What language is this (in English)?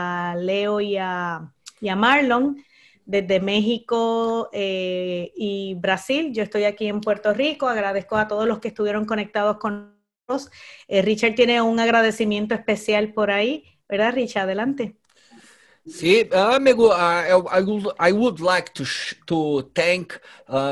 Spanish